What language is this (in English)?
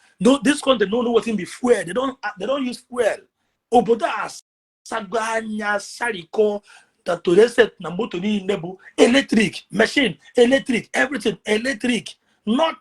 Igbo